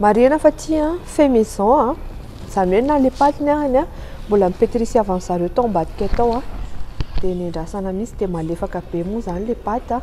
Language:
Malagasy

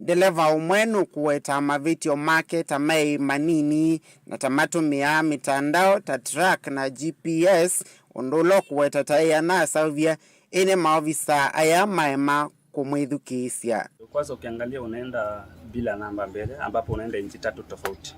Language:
Kamba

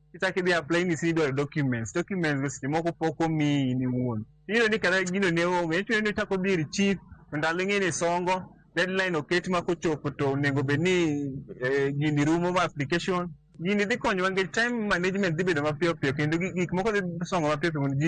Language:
Luo (Kenya and Tanzania)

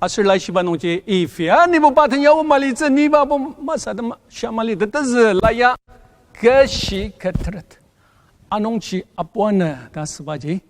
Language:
Ao Naga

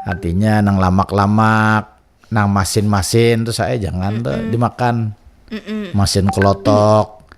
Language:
Banjar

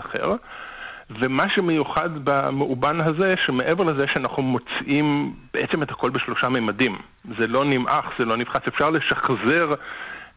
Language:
Hebrew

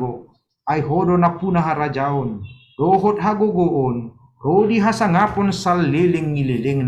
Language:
Batak Toba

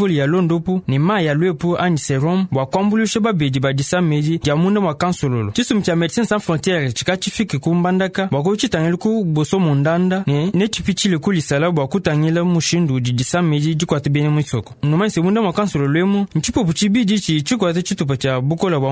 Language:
Luba-Lulua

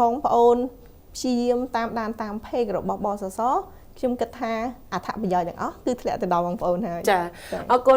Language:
Khmer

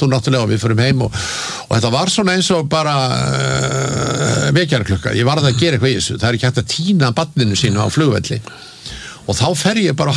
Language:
Icelandic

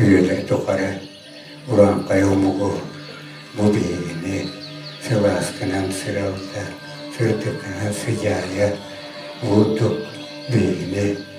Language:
Yakut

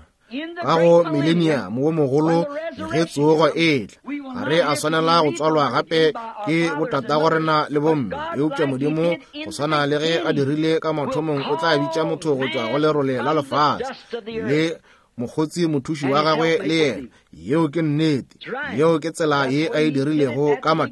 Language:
Northern Sotho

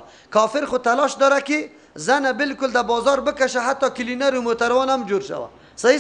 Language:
Persian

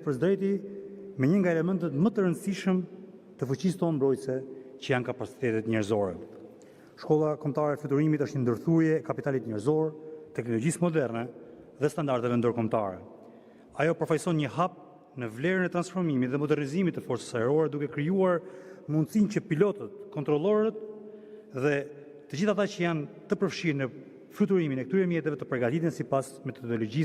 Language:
Albanian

